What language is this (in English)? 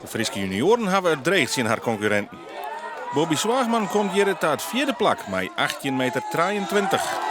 Western Frisian